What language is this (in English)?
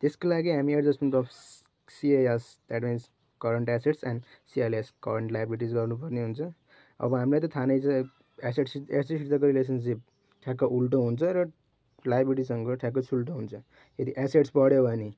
Nepali